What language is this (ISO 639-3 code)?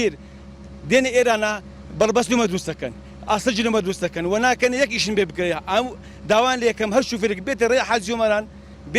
ckb